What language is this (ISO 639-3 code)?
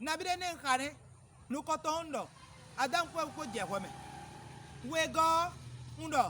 fon